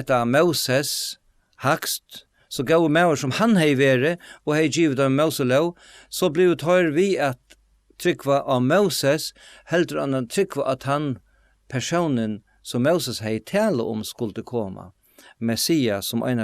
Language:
Faroese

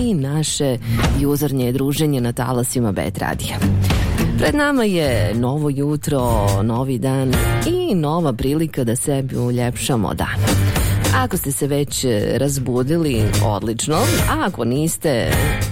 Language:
Bosnian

